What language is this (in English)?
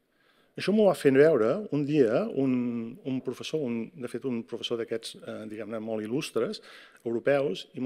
Catalan